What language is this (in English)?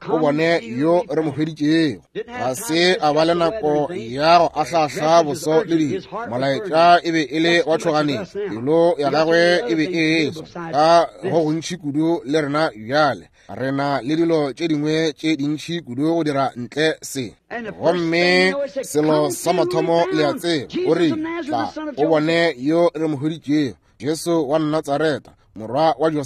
Northern Sotho